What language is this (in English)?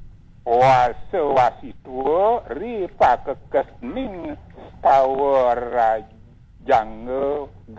Balinese